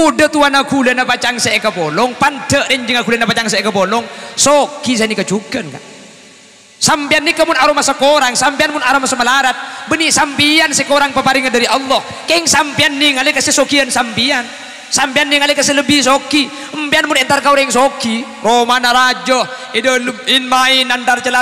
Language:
Madurese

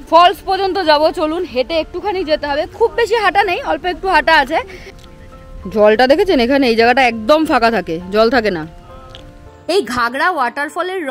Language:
Bangla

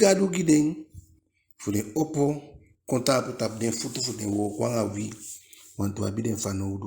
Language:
Eastern Maroon Creole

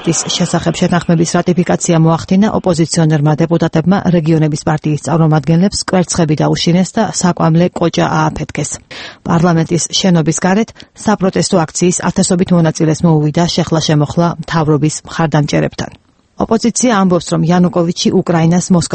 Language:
Georgian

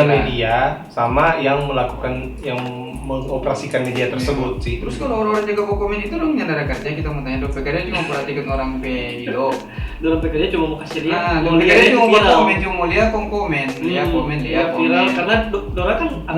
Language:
Manado Malay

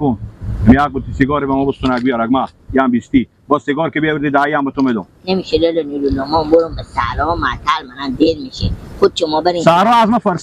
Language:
Persian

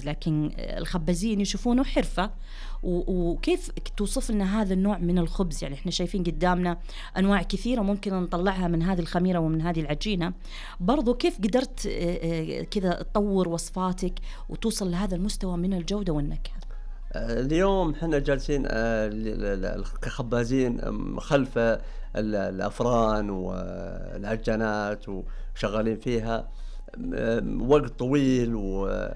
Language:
Najdi Arabic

